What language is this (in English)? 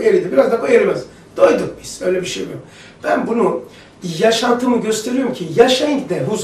Turkish